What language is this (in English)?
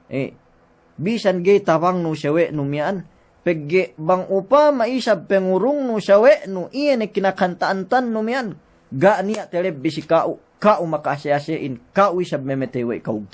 Yakan